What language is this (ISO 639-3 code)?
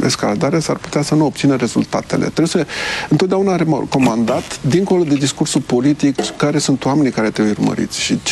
ron